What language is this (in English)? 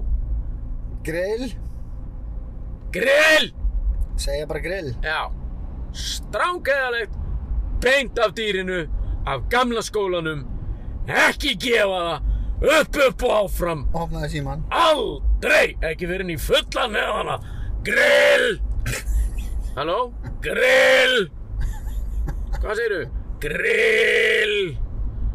Icelandic